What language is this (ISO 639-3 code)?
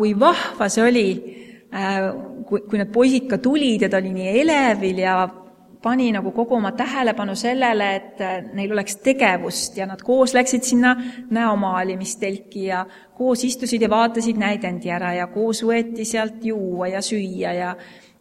est